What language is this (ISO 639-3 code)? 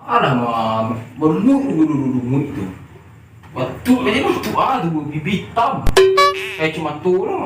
min